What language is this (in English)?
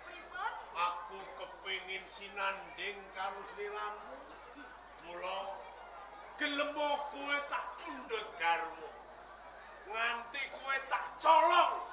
Javanese